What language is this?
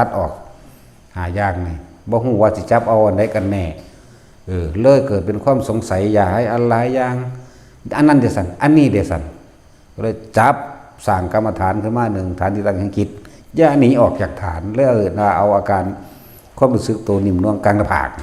Northeastern Thai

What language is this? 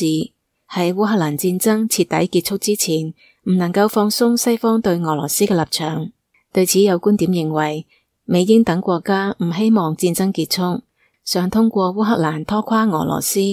Cantonese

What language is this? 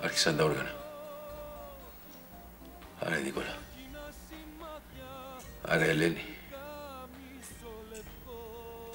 Greek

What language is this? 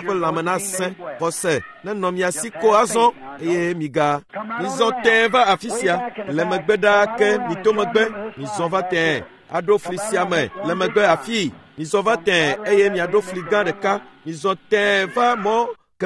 Ewe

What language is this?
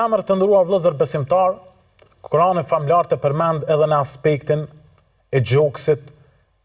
Albanian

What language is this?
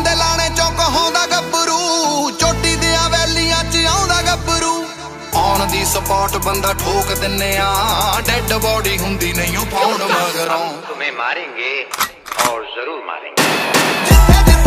Punjabi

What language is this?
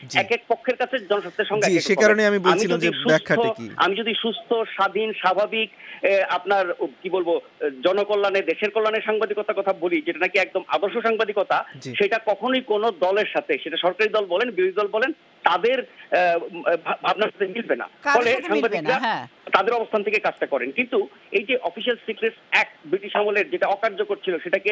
Bangla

